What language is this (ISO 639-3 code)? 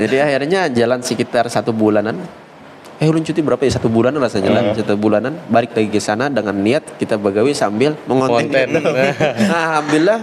bjn